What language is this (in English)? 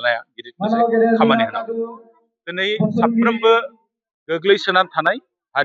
Bodo